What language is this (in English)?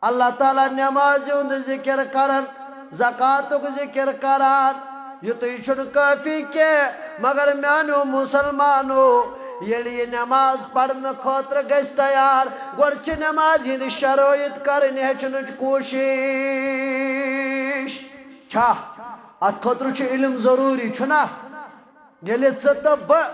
Kashmiri